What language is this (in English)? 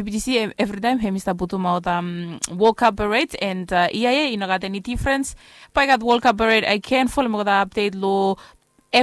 Bislama